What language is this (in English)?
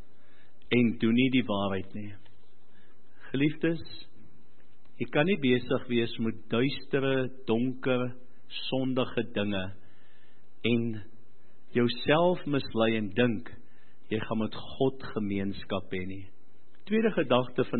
Afrikaans